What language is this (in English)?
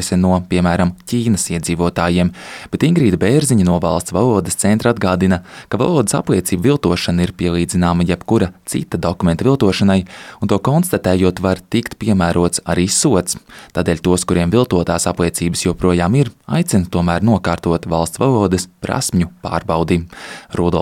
Latvian